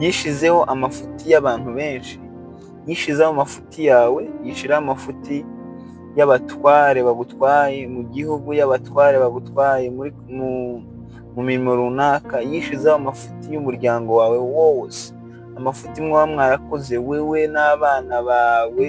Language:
Kinyarwanda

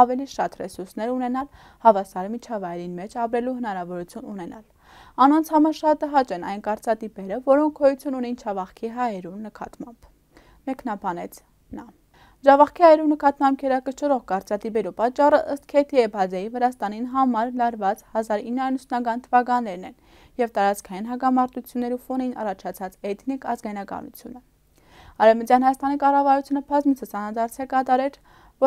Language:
Armenian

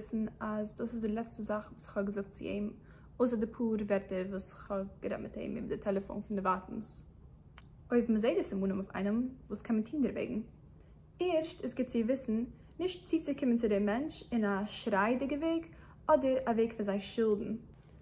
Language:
Yiddish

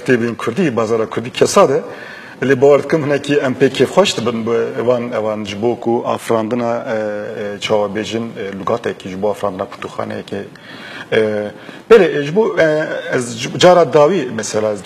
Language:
Kurdish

